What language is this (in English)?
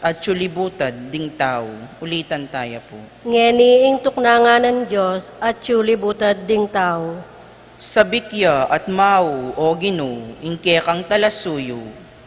Pampanga